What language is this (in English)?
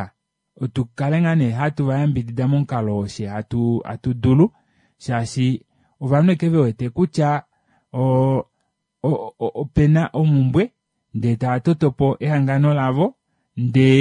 Kuanyama